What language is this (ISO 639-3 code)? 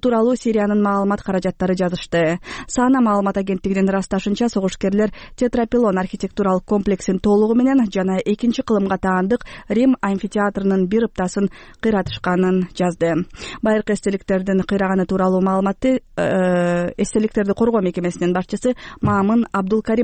kir